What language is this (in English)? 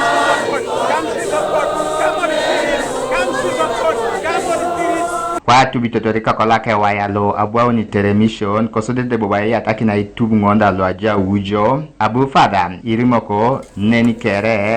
Teso